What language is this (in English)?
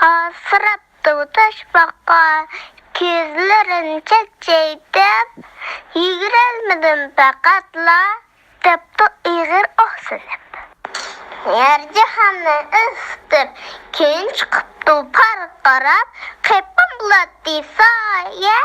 Uyghur